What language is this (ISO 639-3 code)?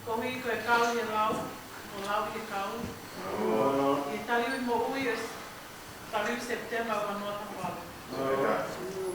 ton